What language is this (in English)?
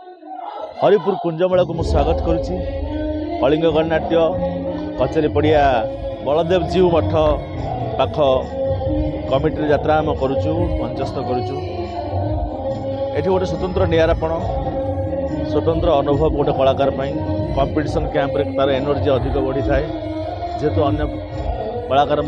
Odia